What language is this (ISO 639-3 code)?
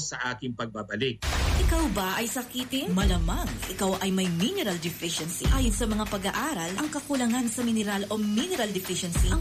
fil